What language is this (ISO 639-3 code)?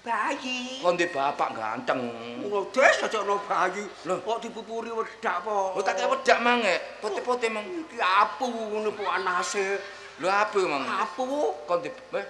jav